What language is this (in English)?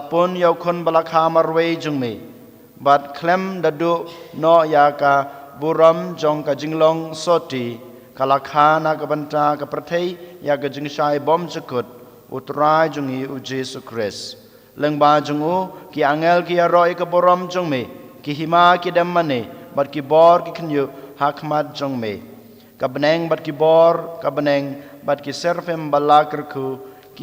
Khasi